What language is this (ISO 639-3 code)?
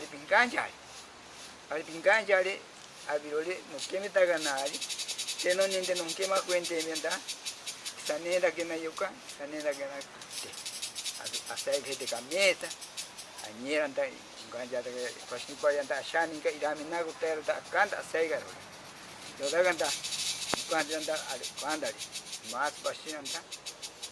prq